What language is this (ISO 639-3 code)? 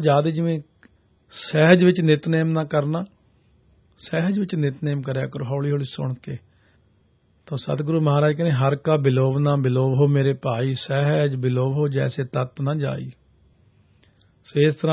pan